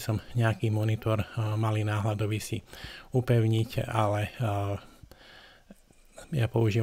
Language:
Slovak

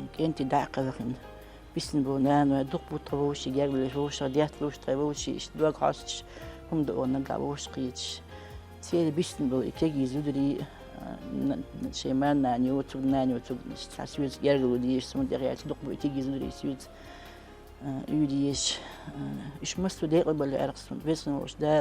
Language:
Chechen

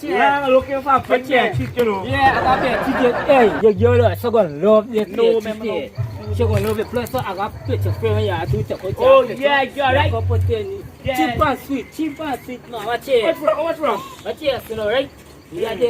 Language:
Jamaican Creole English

